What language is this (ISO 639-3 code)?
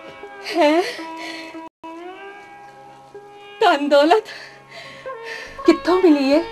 pan